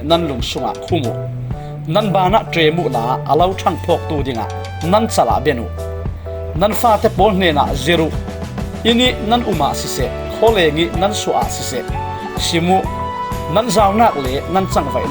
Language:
Falam Chin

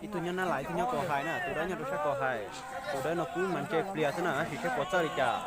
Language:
Hmong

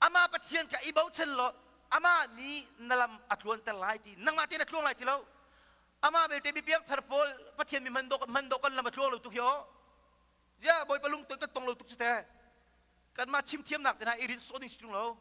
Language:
Hakha Chin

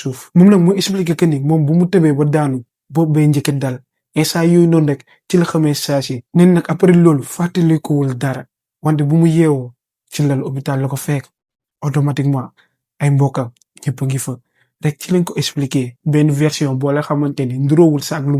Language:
Wolof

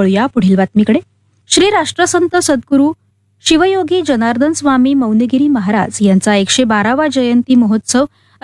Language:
Marathi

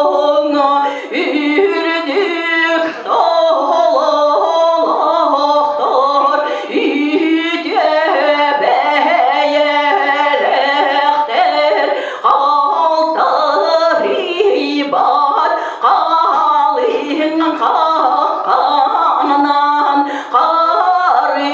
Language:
Yakut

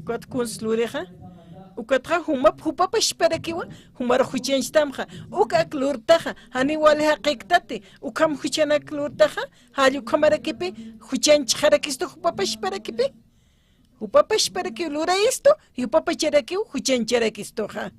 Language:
Aymara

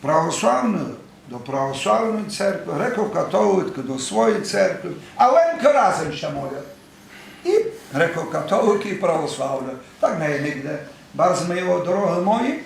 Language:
Rusyn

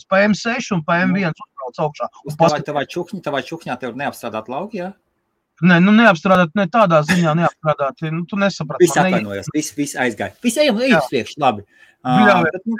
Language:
Latvian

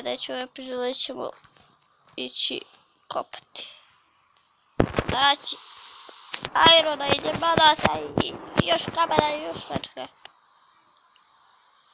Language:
Croatian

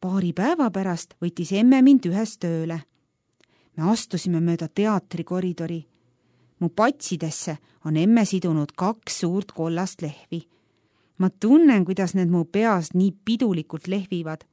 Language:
Estonian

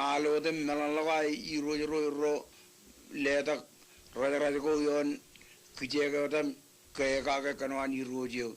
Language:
Marshallese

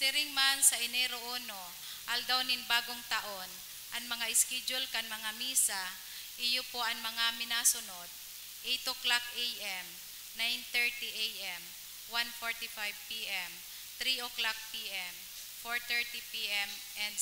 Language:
Bikol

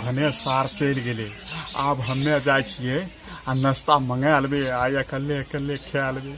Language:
Maithili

